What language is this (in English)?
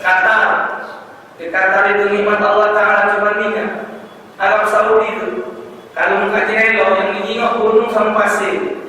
Musi